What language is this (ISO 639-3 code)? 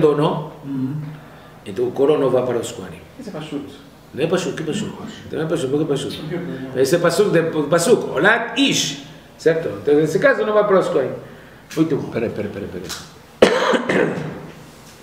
por